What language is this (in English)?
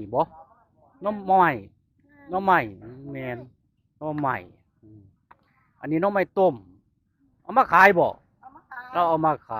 Northeastern Thai